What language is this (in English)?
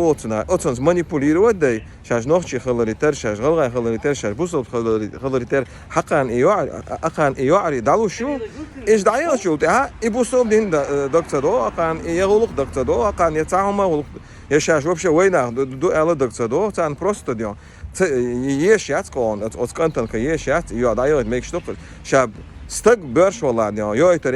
Chechen